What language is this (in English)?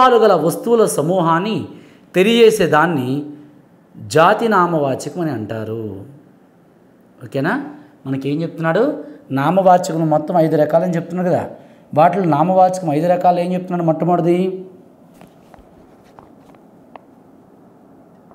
Telugu